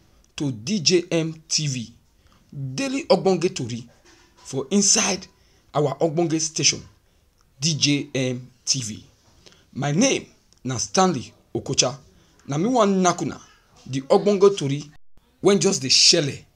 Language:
Nigerian Pidgin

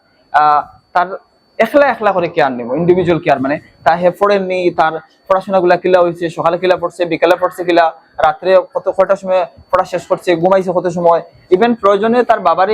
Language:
Sylheti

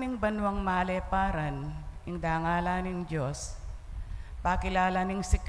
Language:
Pampanga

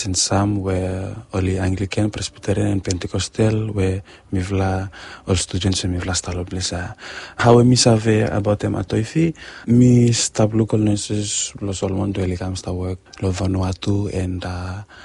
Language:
Bislama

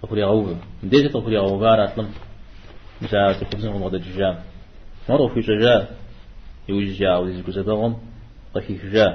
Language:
Kabardian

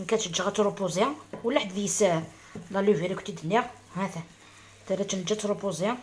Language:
Algerian Arabic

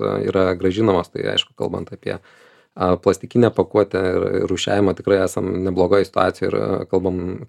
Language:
Lithuanian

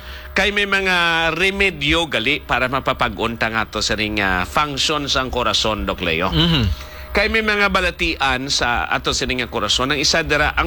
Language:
Hiligaynon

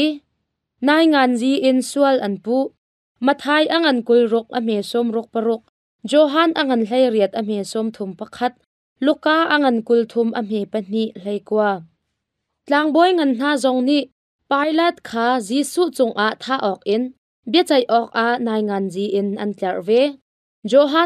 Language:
Hakha Chin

